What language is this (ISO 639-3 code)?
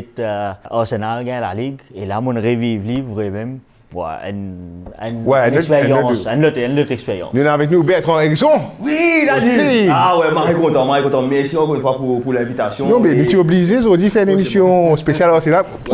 mfe